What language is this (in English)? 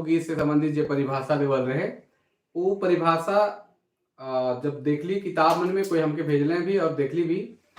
Sadri